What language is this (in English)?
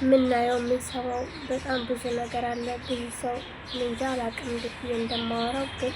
Amharic